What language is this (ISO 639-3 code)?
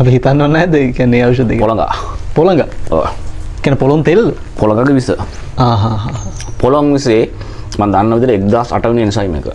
sin